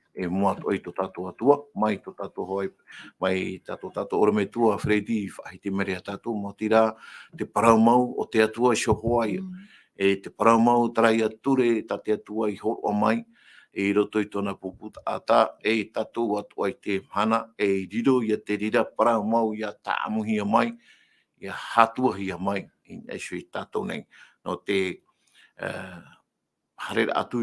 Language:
Tahitian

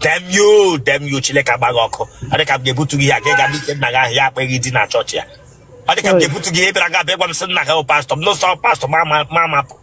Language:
Igbo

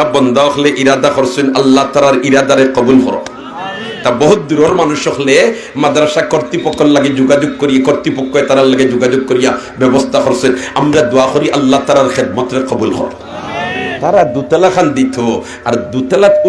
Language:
Sylheti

